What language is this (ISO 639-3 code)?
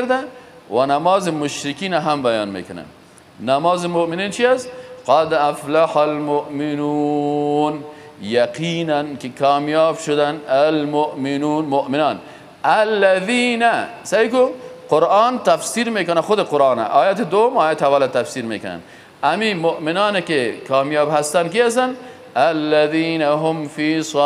fas